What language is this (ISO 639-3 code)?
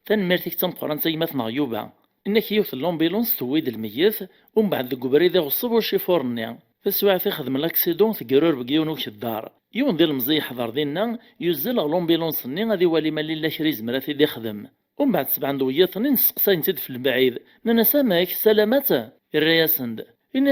kab